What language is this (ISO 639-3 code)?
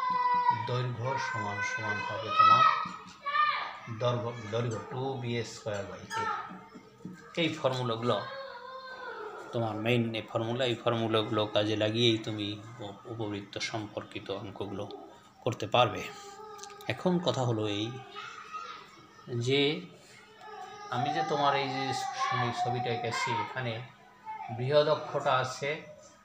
ben